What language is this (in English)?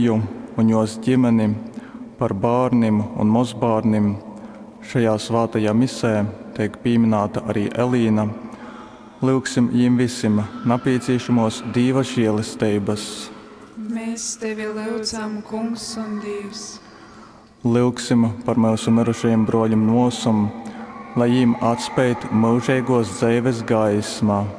Latgalian